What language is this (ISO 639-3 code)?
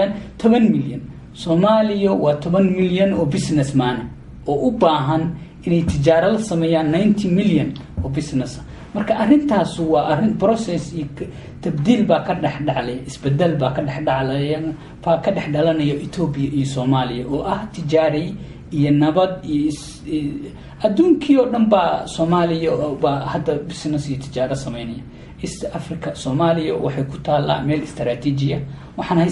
som